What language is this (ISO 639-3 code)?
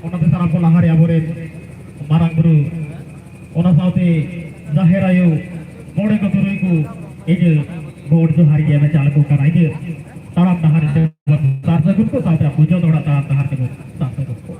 sat